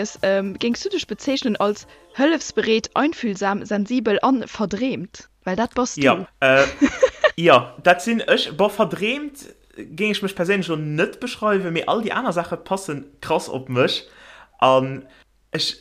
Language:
Luxembourgish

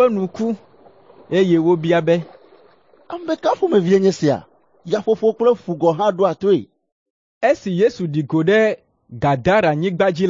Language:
Ewe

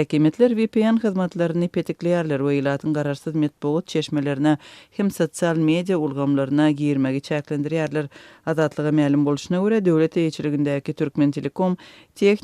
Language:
Turkmen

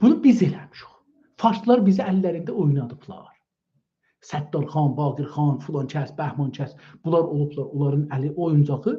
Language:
South Azerbaijani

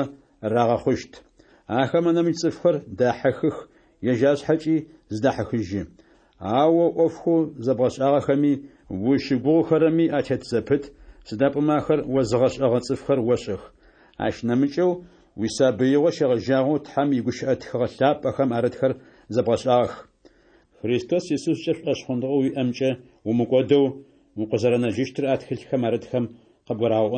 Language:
Adyghe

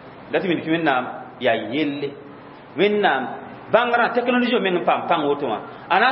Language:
Mossi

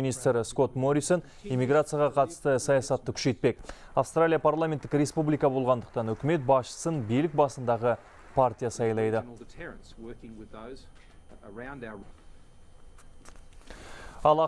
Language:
Kazakh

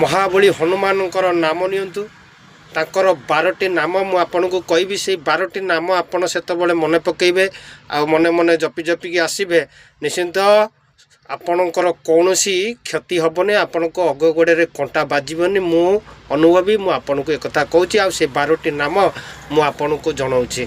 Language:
Odia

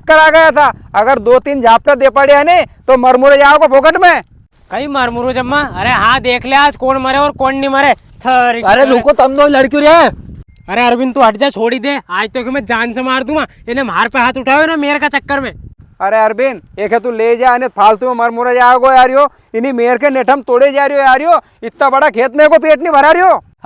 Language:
Rajasthani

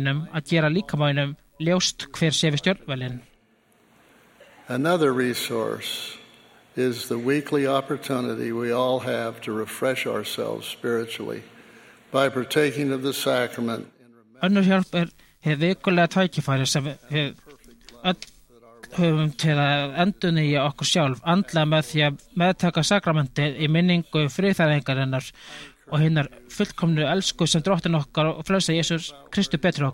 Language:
Icelandic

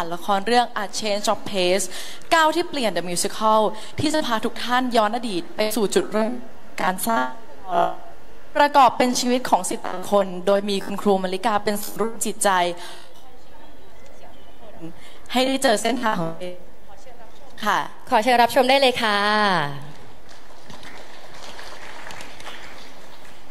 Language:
Thai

